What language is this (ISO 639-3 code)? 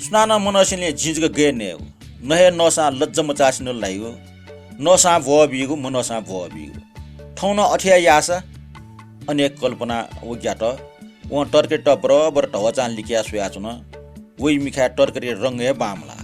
new